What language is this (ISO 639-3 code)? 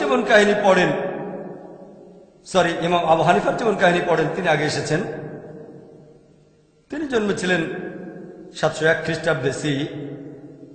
ben